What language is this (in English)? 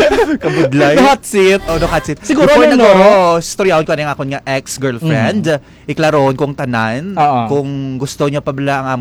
Hiligaynon